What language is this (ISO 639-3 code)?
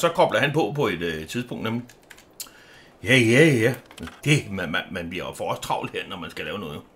dan